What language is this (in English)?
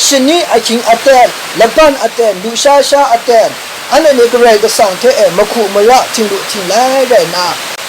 Kachin